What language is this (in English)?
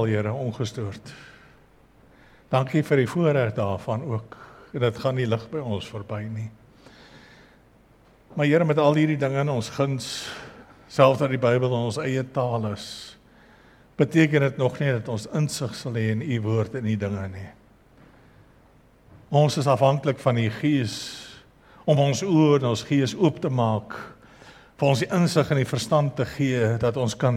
Afrikaans